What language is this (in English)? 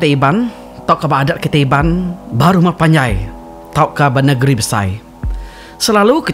Iban